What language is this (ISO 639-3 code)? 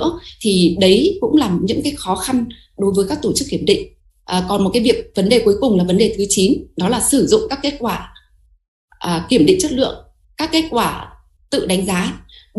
vie